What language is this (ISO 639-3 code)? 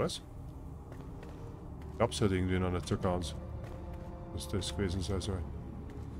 deu